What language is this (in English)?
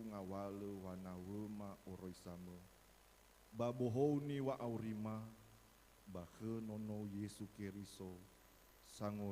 Nias